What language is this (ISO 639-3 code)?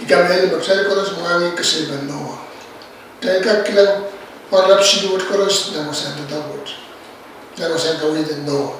pon